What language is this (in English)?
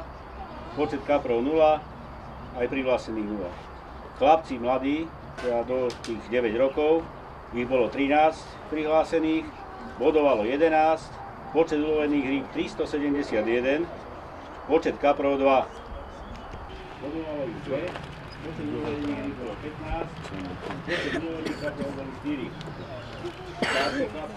Slovak